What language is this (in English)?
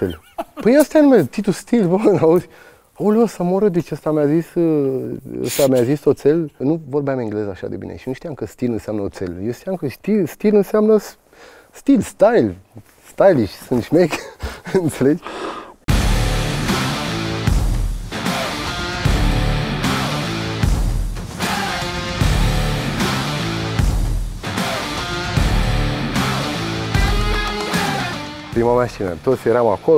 Romanian